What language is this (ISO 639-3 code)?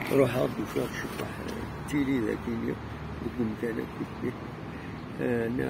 kab